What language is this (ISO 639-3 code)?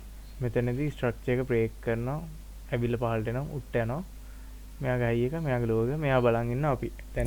sin